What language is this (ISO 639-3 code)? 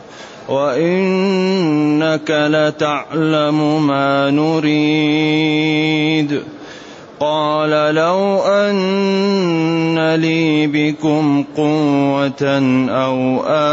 ara